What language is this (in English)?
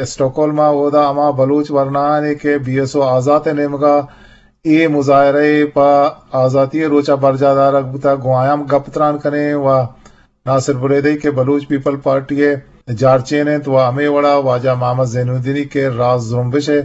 Eastern Balochi